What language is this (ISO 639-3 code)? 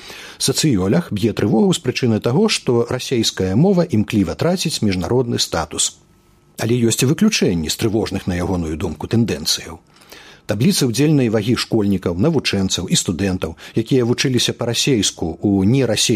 bel